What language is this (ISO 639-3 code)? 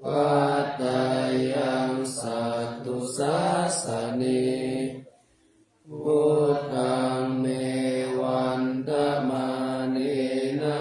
pli